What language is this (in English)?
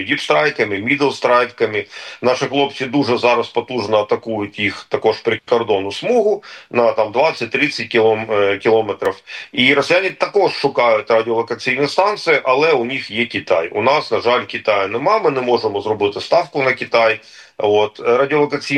Ukrainian